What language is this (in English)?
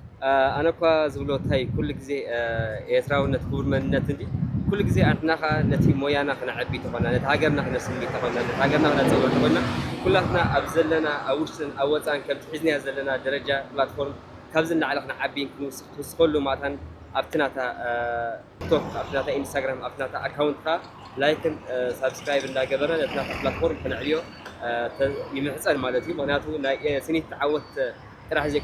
Tigrinya